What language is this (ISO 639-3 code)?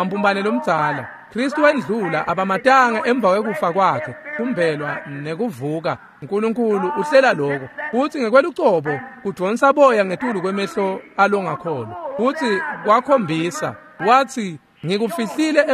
ssw